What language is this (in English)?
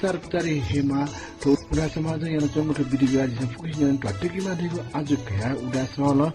Newari